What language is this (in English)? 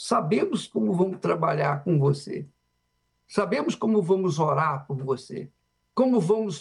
Portuguese